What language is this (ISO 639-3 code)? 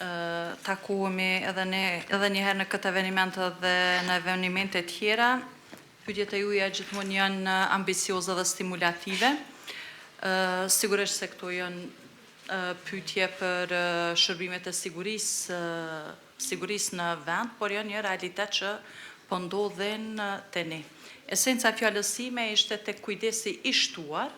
sqi